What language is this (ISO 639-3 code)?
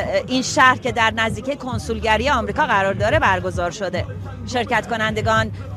fas